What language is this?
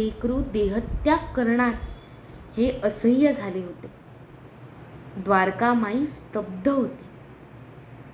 Marathi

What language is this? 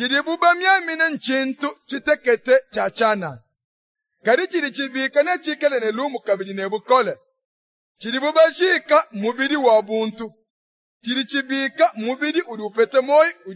Luba-Lulua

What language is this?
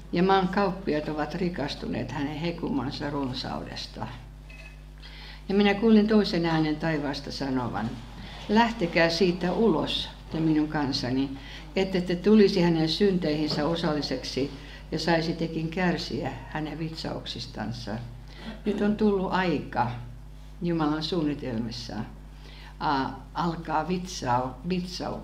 Finnish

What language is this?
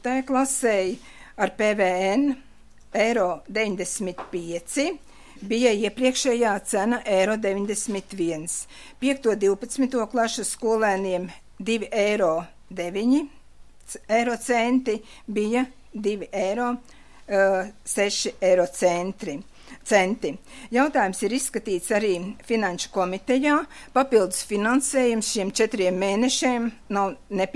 Latvian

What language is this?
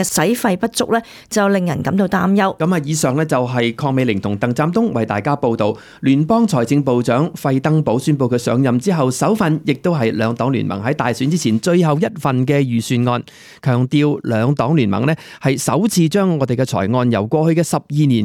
Cantonese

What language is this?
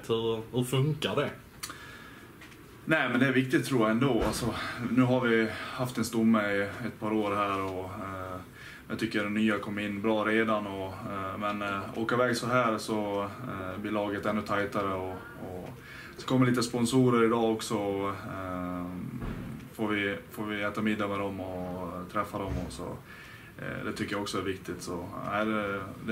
Swedish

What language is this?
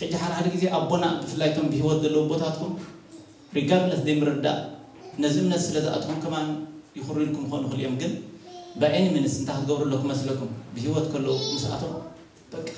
Tigrinya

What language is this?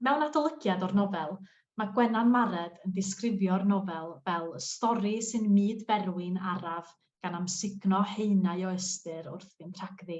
Welsh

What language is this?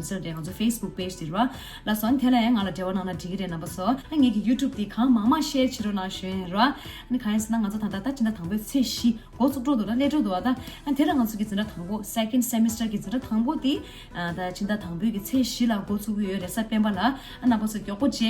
Tibetan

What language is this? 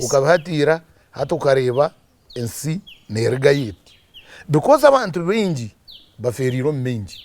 Nyankole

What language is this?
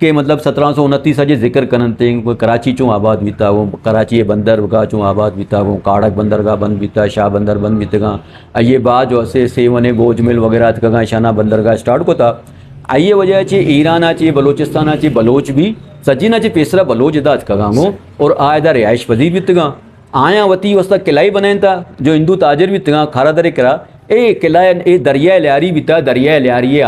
Eastern Balochi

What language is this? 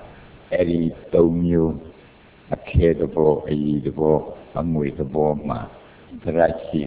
Burmese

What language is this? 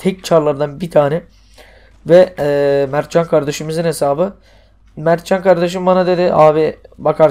Turkish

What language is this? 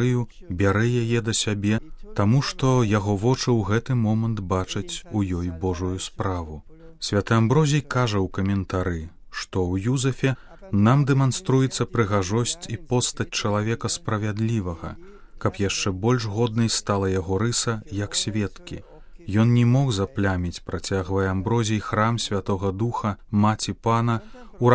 Belarusian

